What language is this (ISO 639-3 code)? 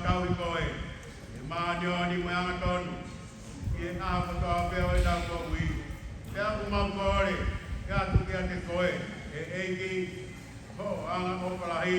ton